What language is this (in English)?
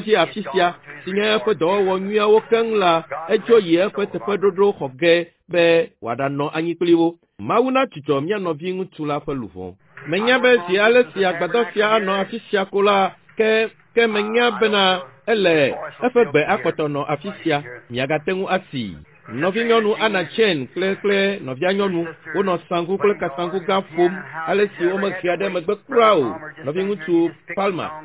Ewe